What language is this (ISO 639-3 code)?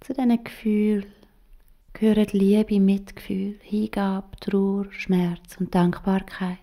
gsw